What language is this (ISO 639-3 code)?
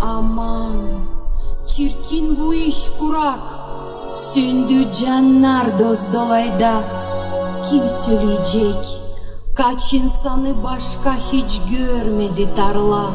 gag